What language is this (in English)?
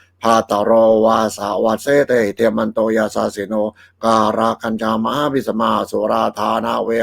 Pali